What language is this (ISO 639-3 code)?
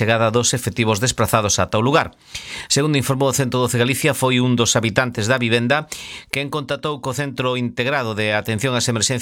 glg